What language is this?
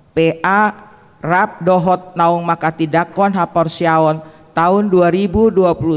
Batak Toba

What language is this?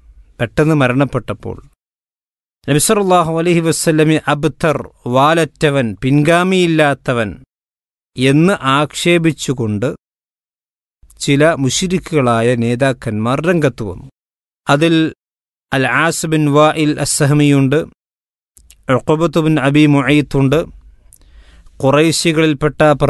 Malayalam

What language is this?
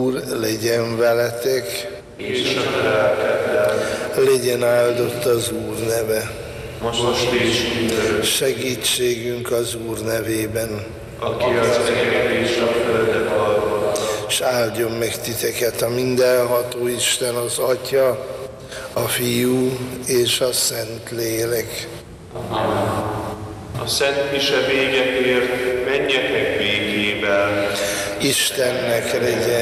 Hungarian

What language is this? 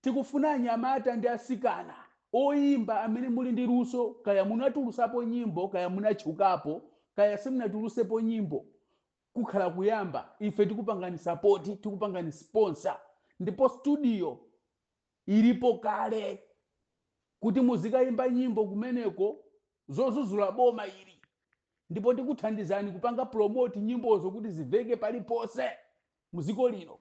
Nyanja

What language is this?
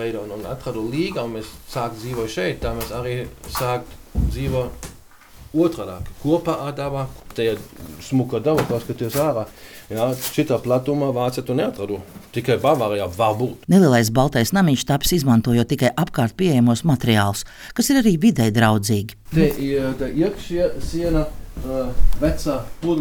Latvian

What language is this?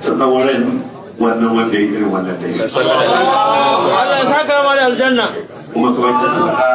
Hausa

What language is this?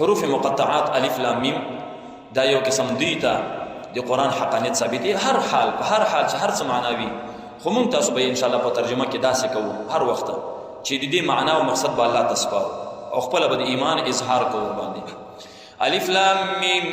Pashto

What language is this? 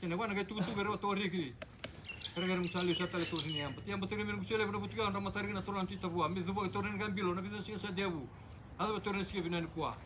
Fijian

